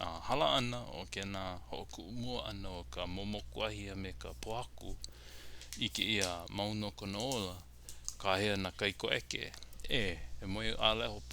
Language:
Hawaiian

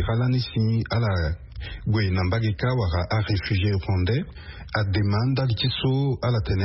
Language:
Sango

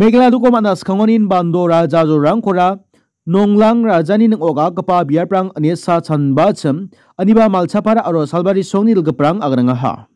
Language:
Garo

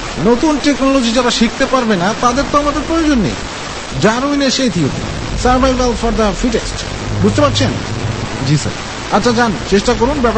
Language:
Bangla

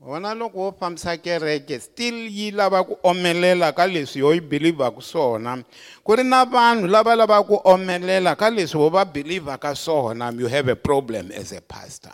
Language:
Tsonga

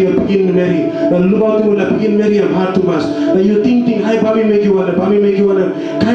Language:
Tok Pisin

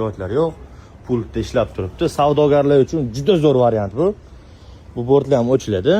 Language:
Uzbek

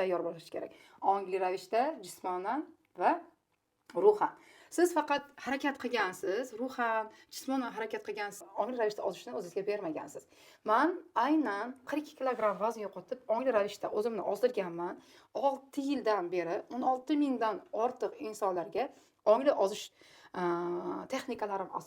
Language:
Uzbek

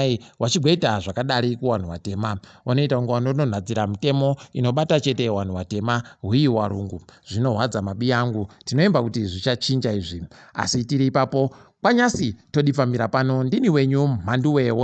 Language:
Ndau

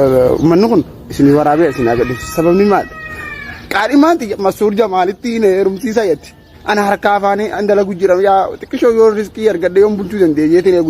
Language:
Oromo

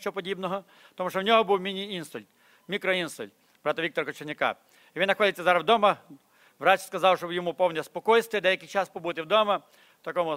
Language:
Ukrainian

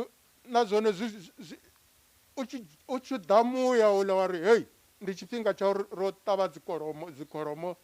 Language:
Venda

